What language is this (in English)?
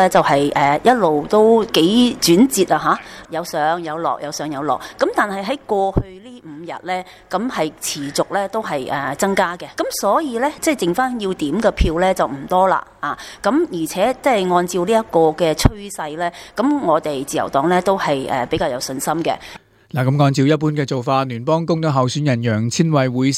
Cantonese